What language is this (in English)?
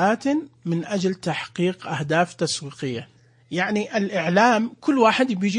Najdi Arabic